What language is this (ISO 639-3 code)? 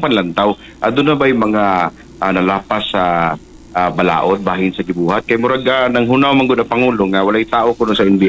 ceb